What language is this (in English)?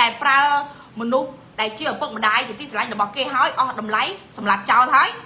Khmer